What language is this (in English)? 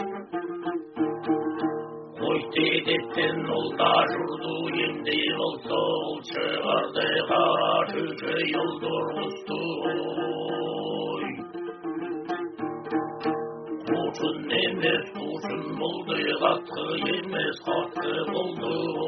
Kazakh